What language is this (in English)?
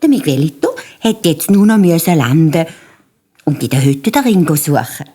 Swiss German